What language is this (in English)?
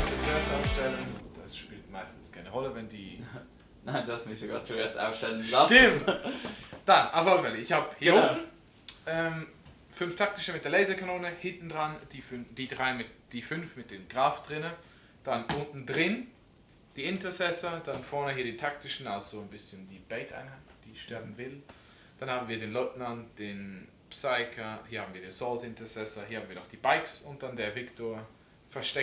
Swiss German